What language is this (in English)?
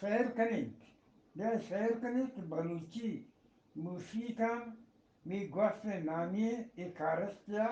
Eastern Balochi